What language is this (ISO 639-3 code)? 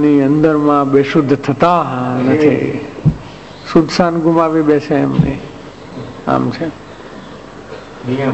guj